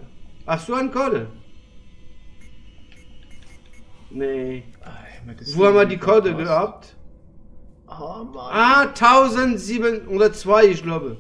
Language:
German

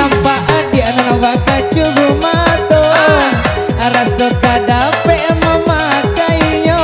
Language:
Minangkabau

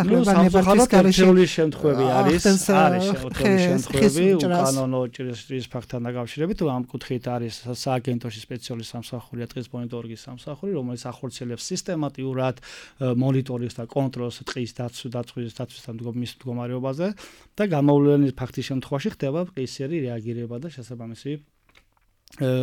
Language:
Georgian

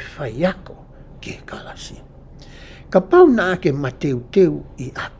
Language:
Tongan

